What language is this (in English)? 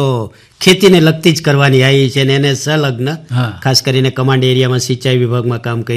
Gujarati